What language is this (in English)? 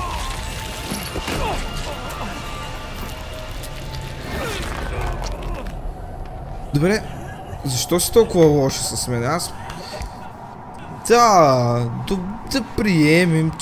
Bulgarian